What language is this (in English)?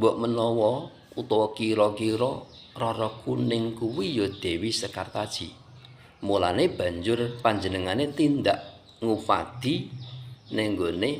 Javanese